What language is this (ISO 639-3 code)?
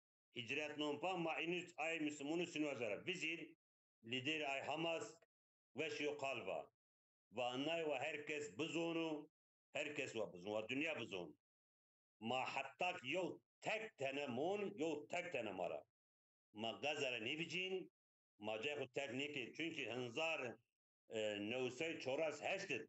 zza